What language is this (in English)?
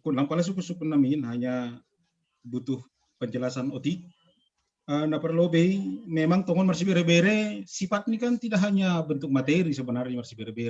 Batak Simalungun